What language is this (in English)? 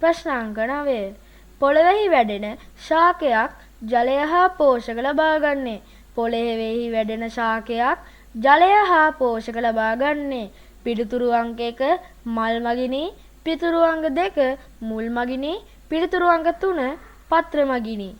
Sinhala